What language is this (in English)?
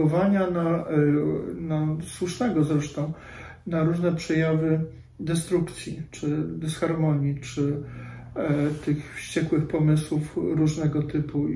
Polish